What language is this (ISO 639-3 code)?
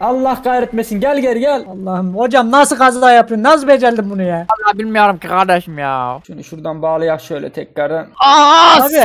tur